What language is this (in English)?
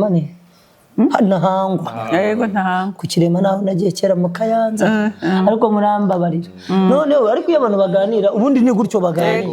Kinyarwanda